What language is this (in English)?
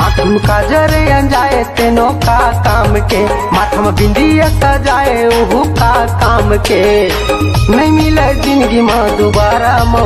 Chhattisgarhi